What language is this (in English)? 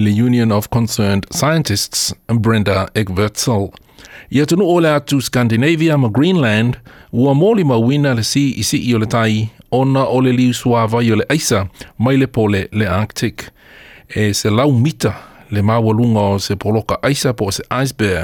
Samoan